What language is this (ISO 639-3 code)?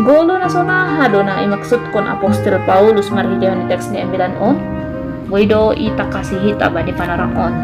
bts